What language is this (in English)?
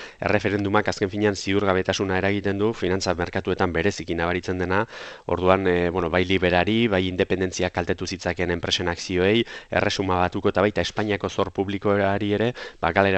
Basque